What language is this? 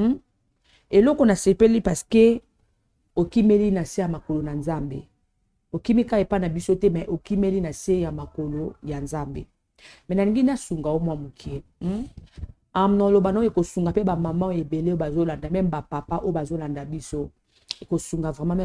Lingala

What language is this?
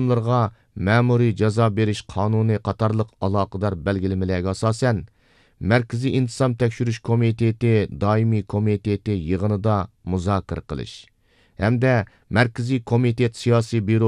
Uyghur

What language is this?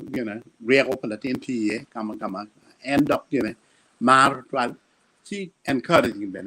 Acoli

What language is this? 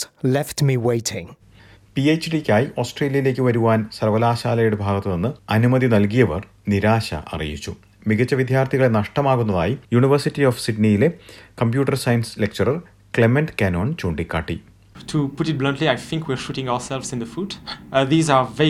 Malayalam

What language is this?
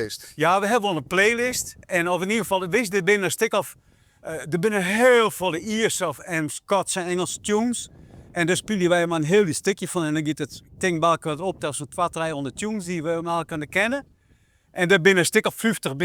Western Frisian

